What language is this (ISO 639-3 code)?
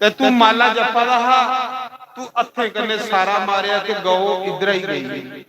doi